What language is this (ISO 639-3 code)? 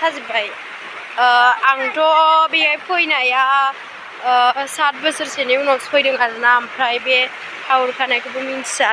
brx